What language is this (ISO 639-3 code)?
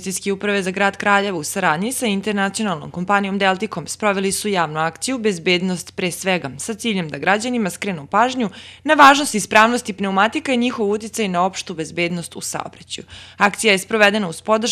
srp